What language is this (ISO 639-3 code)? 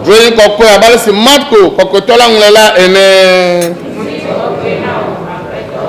ewe